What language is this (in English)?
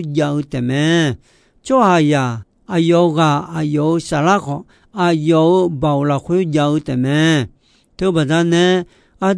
Akha